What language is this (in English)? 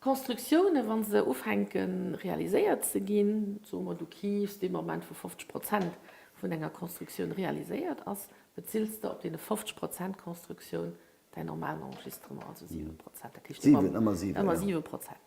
Luxembourgish